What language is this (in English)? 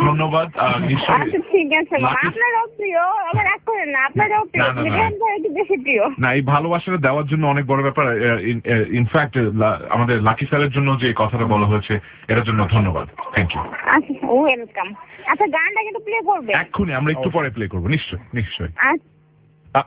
Bangla